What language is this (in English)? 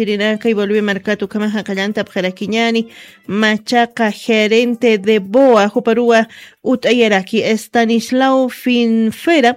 Aymara